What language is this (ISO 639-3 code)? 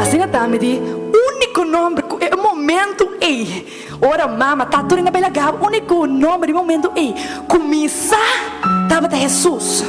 pap